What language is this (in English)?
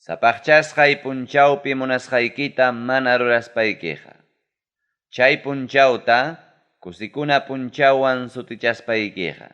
Ayacucho Quechua